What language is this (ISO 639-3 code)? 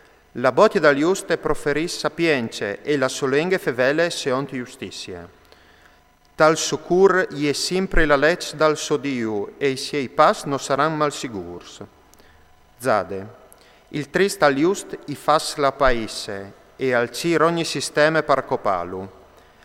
fur